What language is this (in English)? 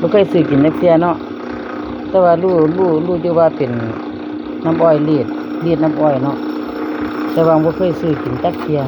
Northeastern Thai